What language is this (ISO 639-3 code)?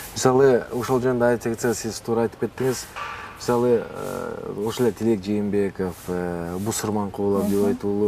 kir